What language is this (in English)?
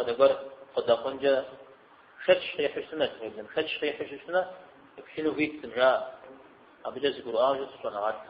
Kabardian